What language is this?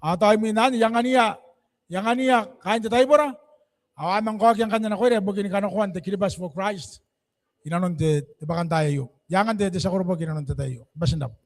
Gilbertese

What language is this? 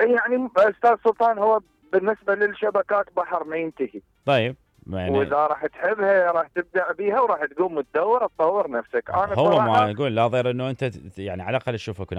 Mesopotamian Arabic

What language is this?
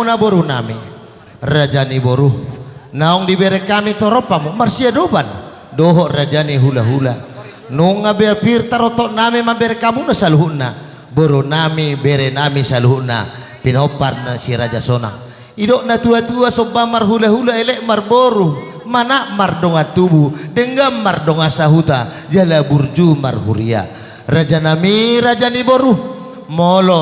Batak Toba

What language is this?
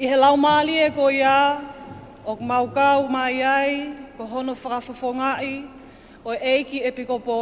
Tongan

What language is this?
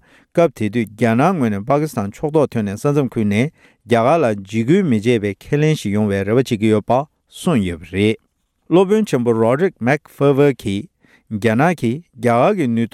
Tibetan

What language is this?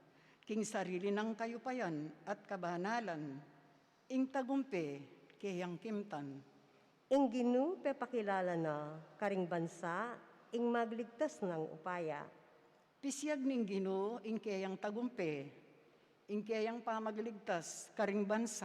Pampanga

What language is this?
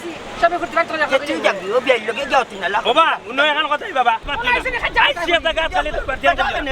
Sylheti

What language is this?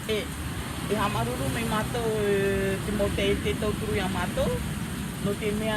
Tahitian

